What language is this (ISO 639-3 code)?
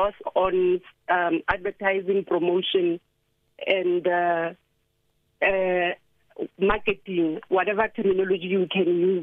eng